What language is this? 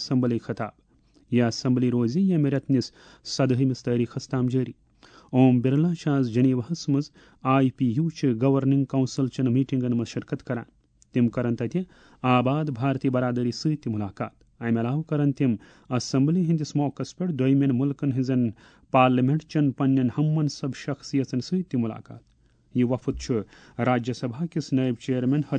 Kashmiri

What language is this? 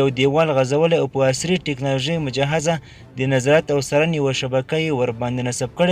Pashto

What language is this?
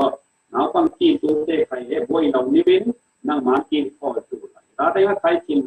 Falam Chin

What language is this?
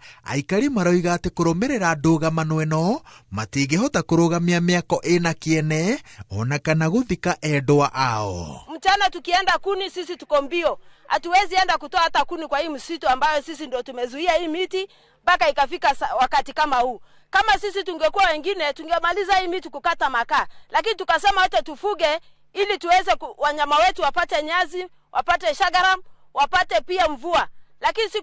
Kikuyu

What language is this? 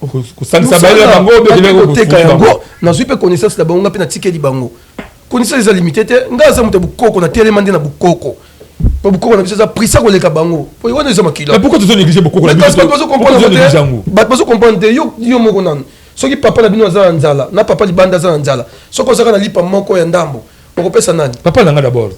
Lingala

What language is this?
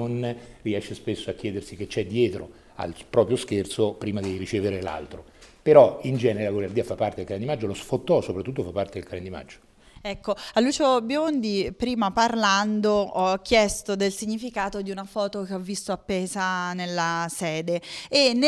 Italian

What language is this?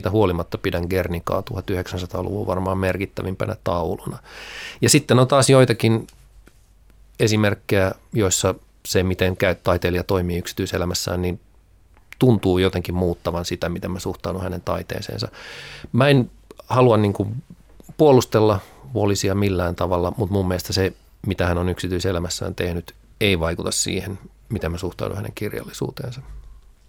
Finnish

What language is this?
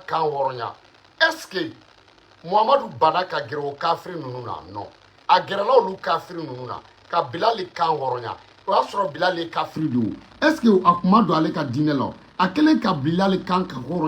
Bambara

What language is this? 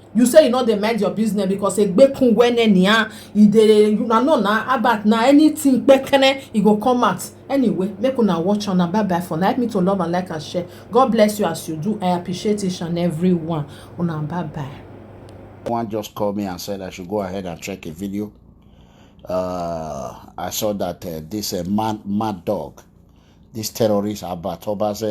Nigerian Pidgin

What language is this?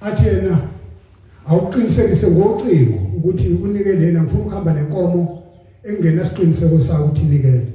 Zulu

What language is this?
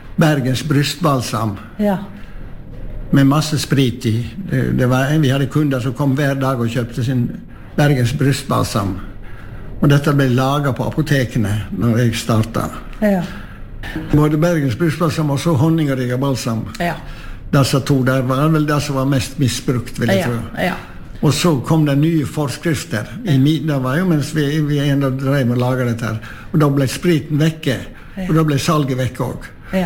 Norwegian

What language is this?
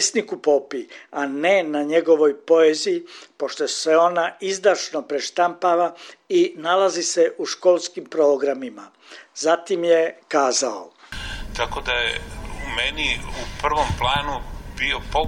Serbian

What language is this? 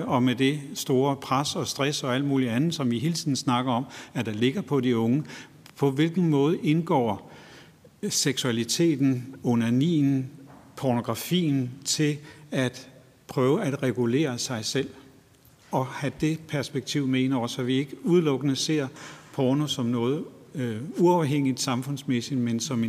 Danish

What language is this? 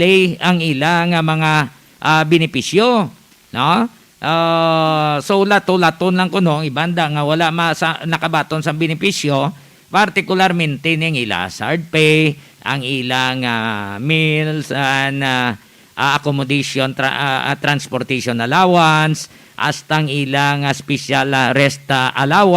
Hiligaynon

